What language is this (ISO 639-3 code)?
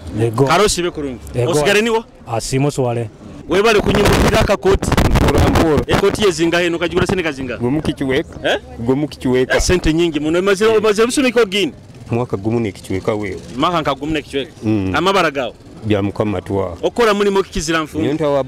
nyo